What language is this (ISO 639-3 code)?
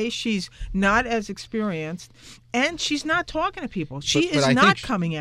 eng